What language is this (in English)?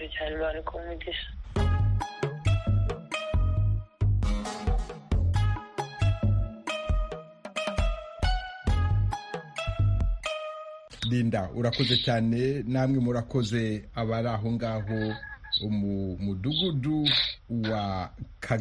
Kinyarwanda